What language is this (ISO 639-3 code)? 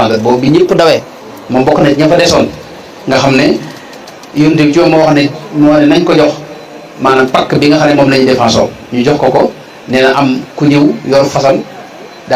wol